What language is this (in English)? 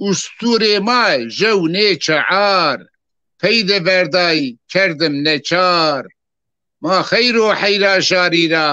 Zaza